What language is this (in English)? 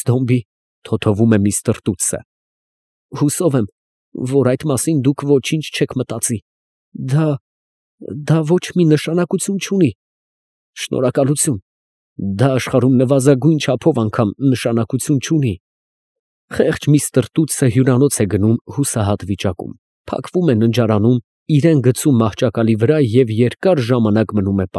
Armenian